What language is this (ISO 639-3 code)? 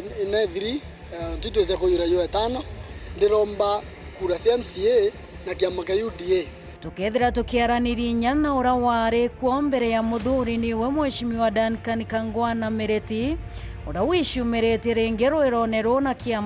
mer